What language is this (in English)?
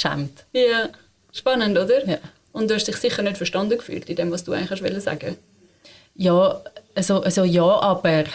German